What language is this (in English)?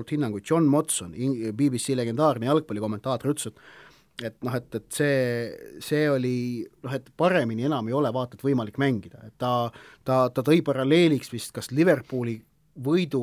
Estonian